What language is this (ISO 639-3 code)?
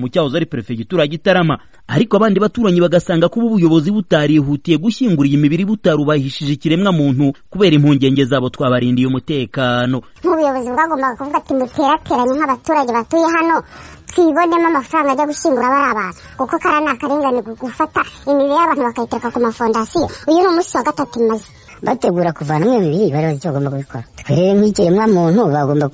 kin